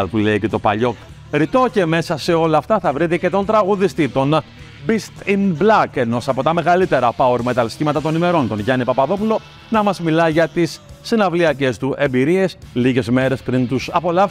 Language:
Greek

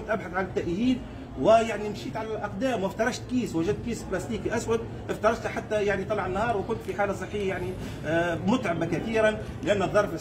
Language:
Tunisian Arabic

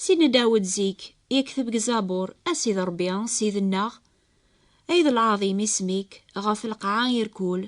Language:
Kabyle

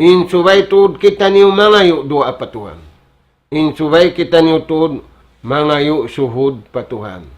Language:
Tausug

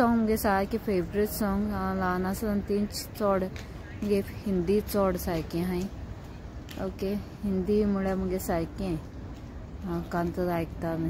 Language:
Konkani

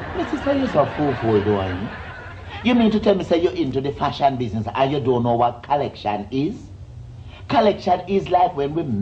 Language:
Jamaican Creole English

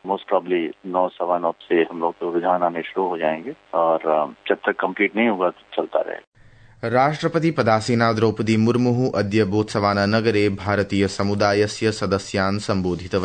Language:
Sanskrit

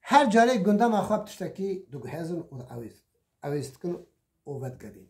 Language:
Kurdish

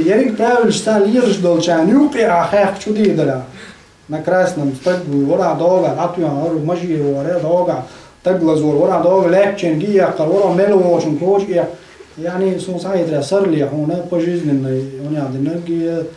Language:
Chechen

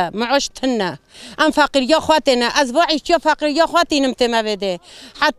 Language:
Kurdish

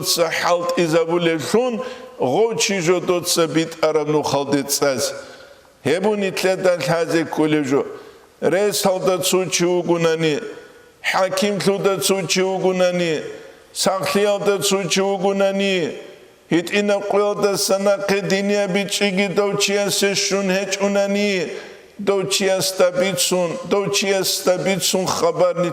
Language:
Avaric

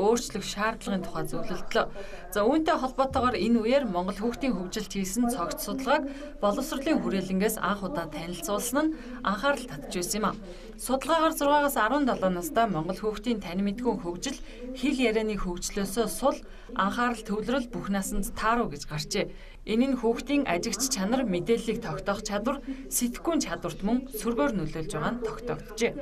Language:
Mongolian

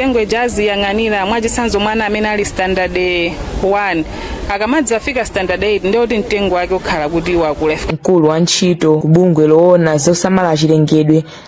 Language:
Nyanja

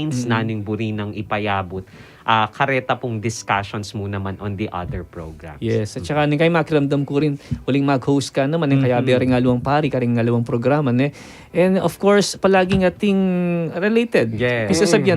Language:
Pampanga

